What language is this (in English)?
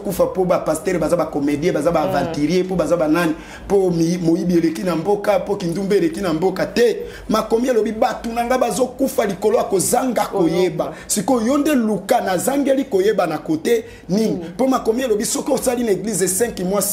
Lingala